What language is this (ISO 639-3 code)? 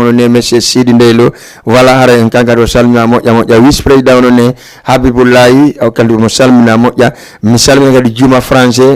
ful